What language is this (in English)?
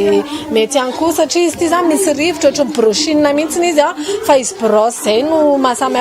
Malagasy